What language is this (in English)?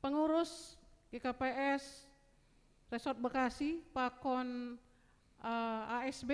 Batak Simalungun